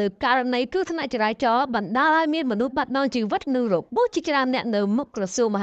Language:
Khmer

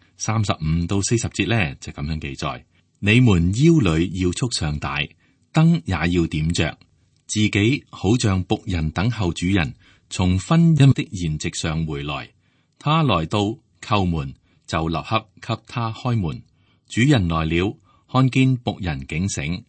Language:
Cantonese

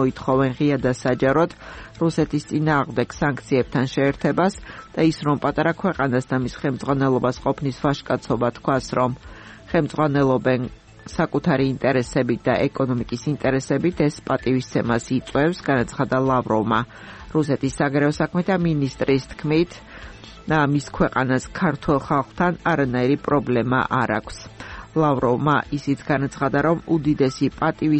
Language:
Georgian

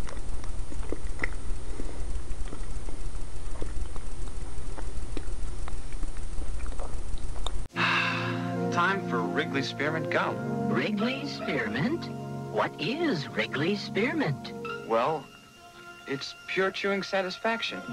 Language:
English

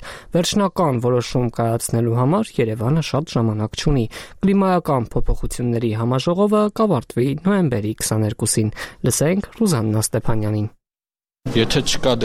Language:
Armenian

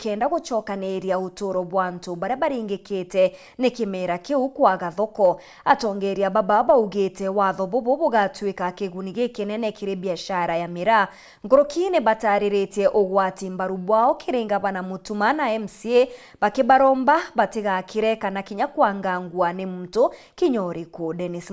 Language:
Meru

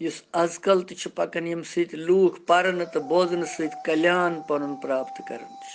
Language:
Kashmiri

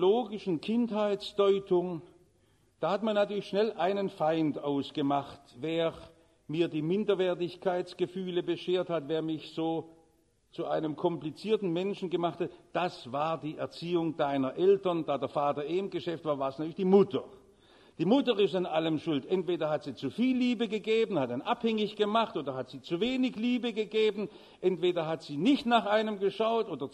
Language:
German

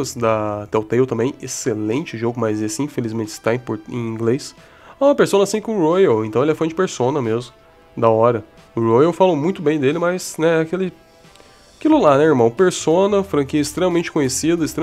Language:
Portuguese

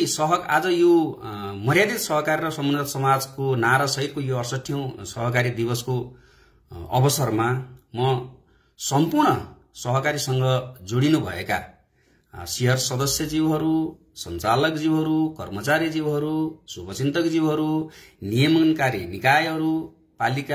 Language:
Nepali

